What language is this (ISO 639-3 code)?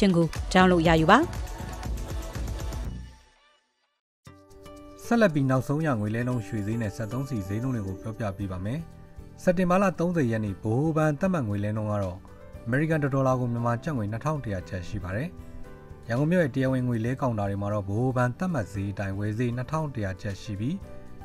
mya